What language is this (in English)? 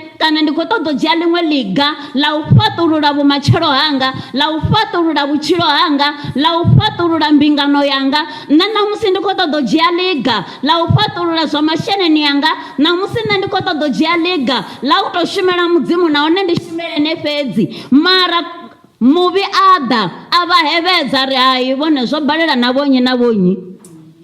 Venda